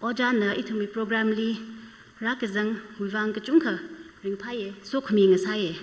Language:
Tangkhul Naga (India)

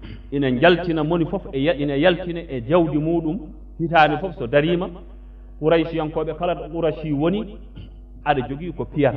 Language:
Fula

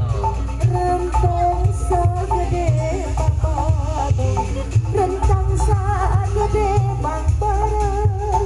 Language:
Sundanese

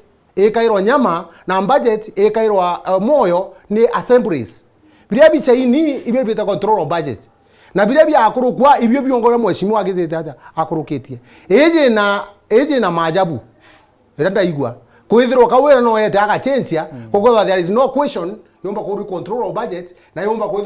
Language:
Meru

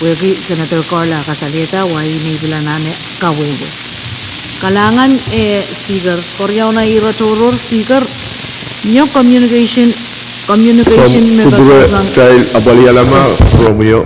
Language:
Pohnpeian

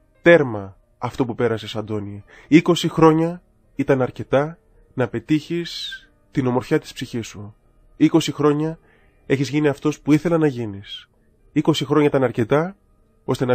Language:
Greek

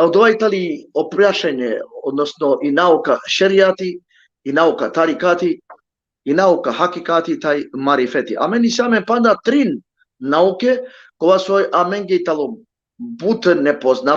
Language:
Balkan Romani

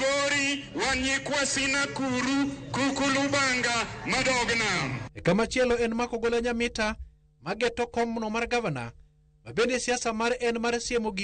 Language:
Luo (Kenya and Tanzania)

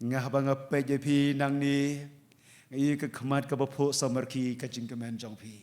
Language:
Khasi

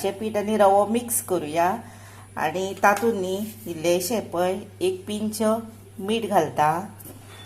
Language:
Konkani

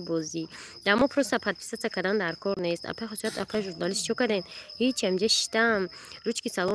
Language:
Tajik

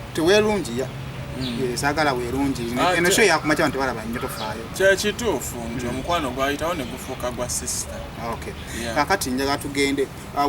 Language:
Ganda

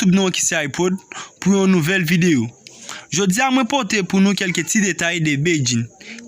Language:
Haitian Creole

